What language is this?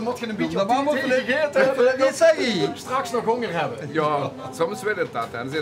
Limburgish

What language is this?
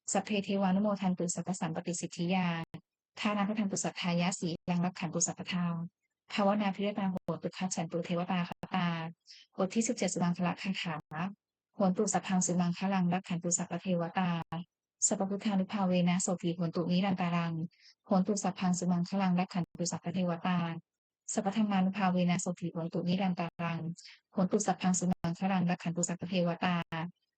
Pali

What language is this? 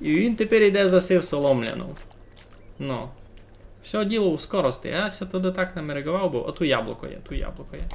Rusyn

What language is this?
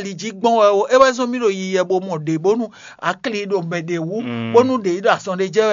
Fon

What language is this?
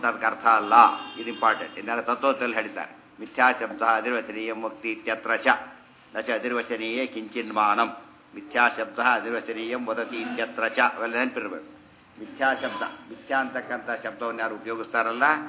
Kannada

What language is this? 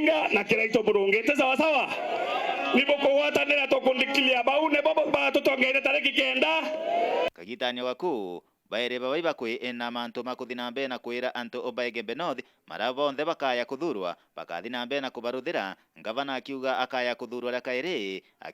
Meru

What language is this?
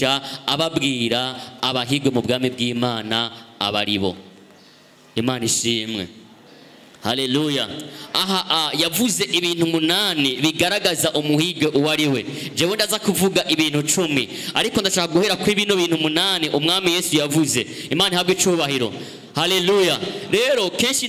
Rundi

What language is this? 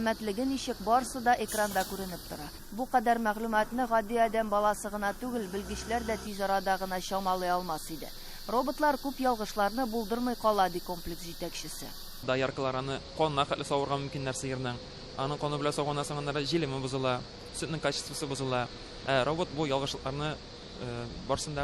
Tatar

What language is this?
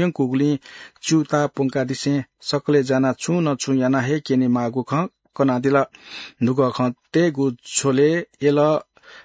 Newari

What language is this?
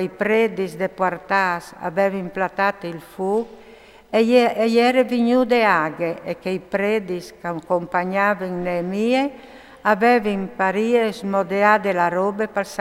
Friulian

